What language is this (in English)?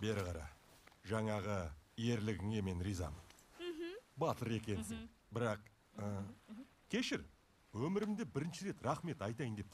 Kazakh